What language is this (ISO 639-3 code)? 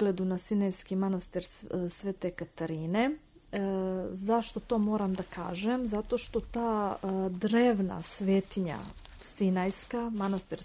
srp